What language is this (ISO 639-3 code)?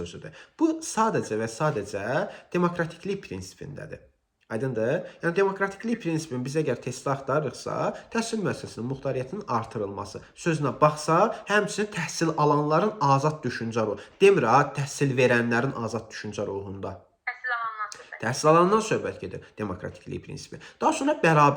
aze